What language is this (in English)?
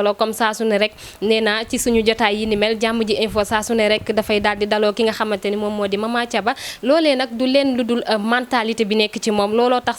Wolof